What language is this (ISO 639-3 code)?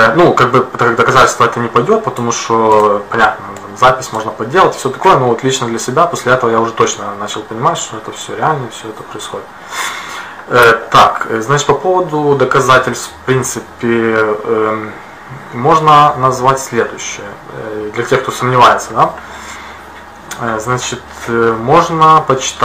rus